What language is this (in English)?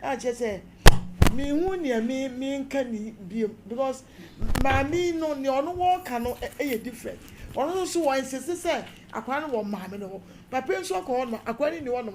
Akan